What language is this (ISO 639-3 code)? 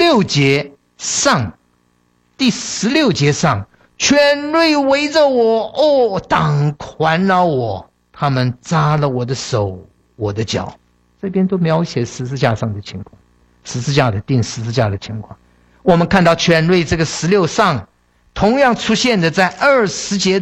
zho